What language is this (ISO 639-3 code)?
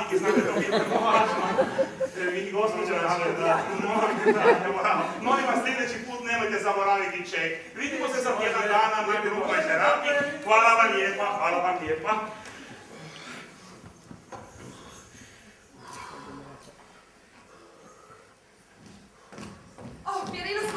hrv